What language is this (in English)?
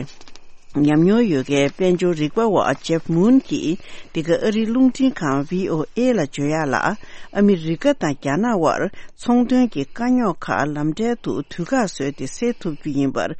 Tibetan